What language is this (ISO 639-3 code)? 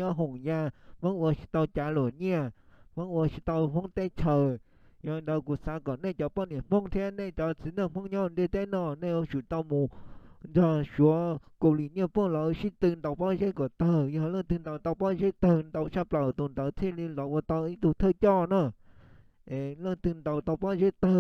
hmn